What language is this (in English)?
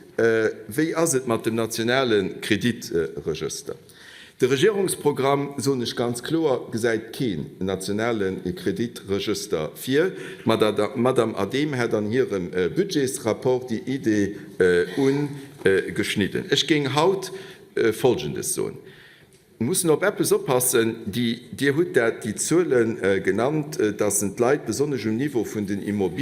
Luxembourgish